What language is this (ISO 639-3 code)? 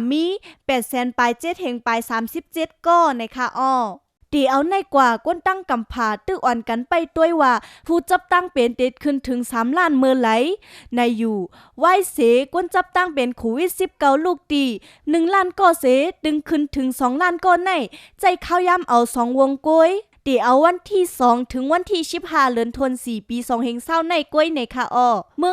shn